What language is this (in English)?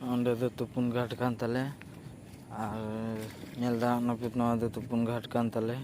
Santali